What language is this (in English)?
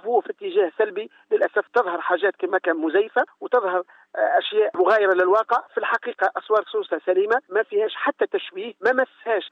Tunisian Arabic